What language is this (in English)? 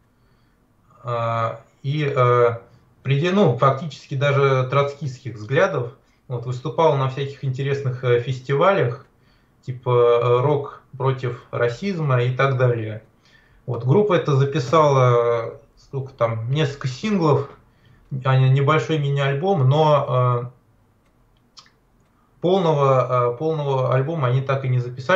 Russian